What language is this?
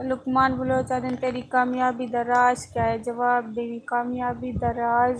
Saraiki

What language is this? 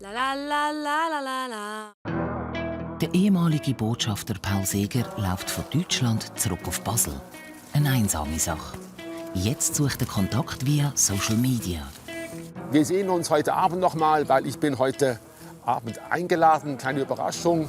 Swiss German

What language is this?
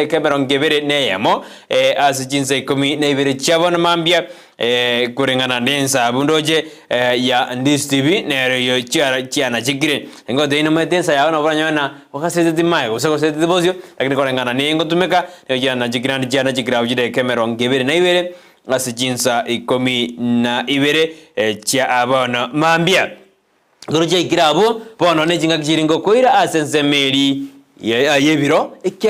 Gusii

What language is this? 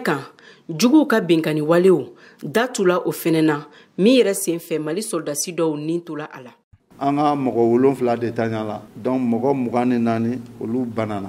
Bambara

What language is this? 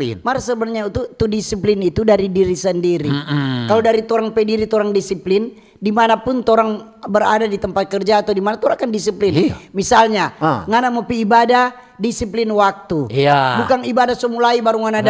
Manado Malay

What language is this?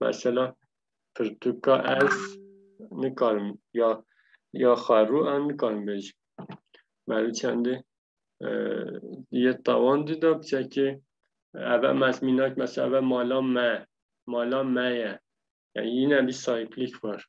Kurdish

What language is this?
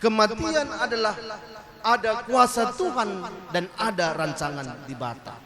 Batak Karo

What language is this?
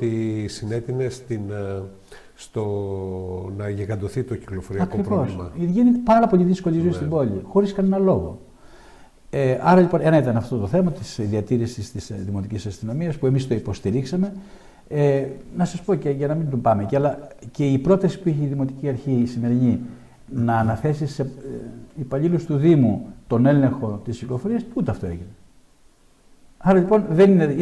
Greek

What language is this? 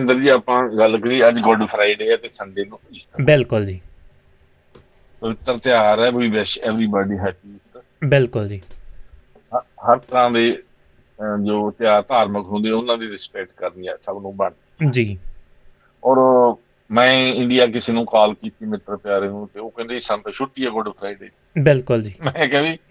Punjabi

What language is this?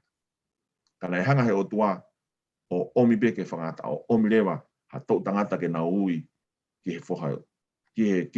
Tongan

